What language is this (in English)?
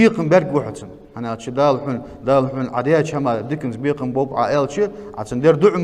Ingush